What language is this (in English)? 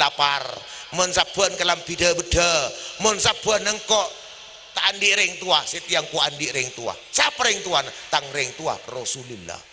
Madurese